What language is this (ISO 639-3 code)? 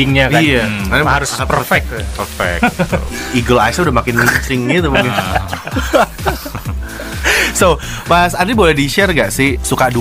ind